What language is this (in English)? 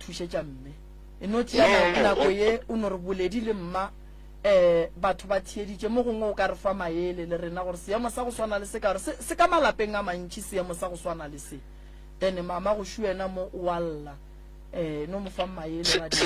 Northern Sotho